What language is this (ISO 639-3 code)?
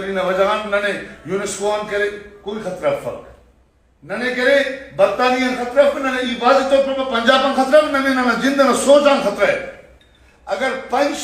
brh